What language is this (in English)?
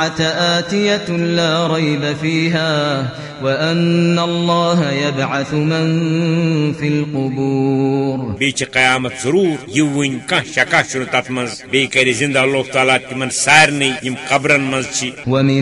Kashmiri